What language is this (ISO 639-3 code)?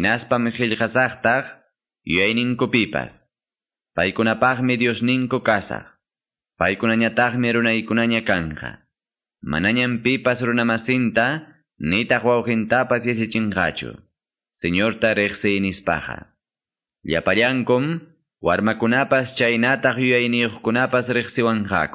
que